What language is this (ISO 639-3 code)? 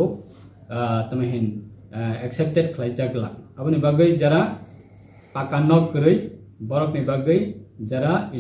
ria